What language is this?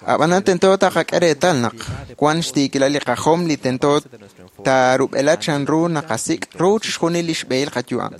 Kekchí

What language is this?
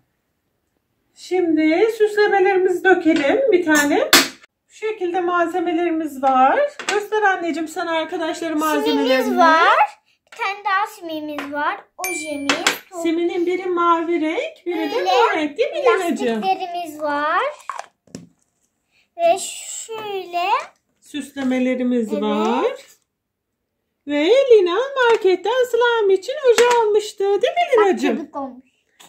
Turkish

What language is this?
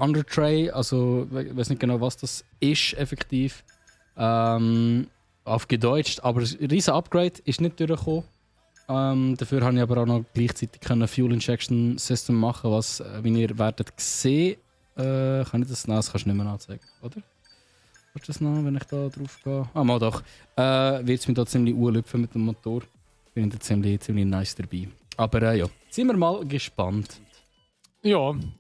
Swiss German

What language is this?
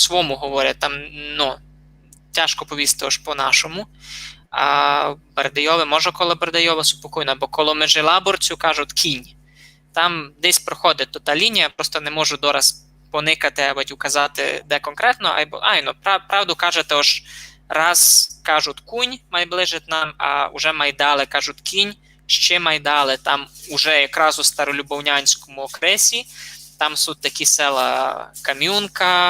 Rusyn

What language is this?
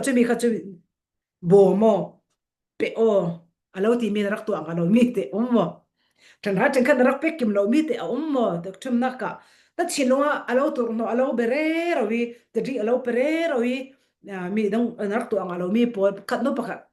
Falam Chin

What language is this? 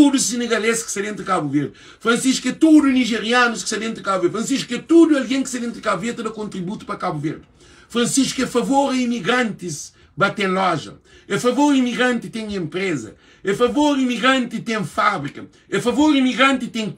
Kabuverdianu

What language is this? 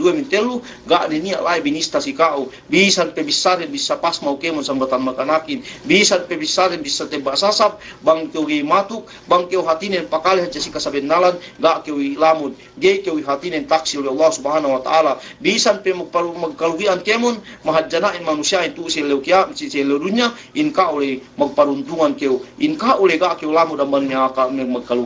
Yakan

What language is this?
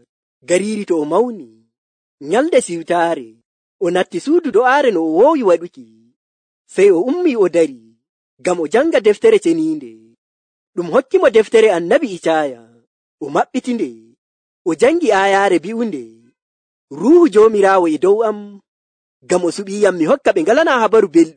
Nigerian Fulfulde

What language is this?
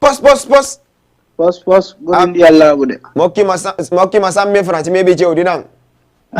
Fula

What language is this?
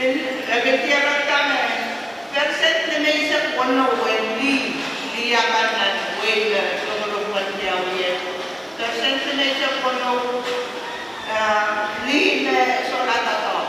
Pohnpeian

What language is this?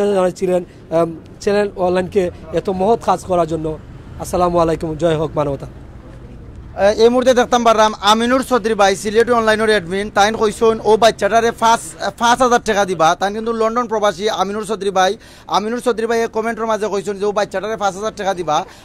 Sylheti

